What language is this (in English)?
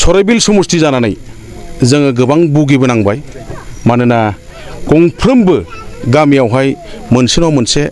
Bodo